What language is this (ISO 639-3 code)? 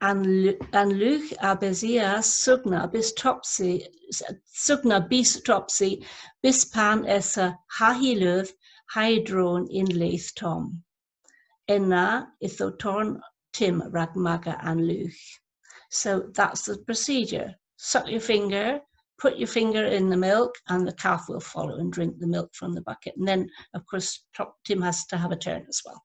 cor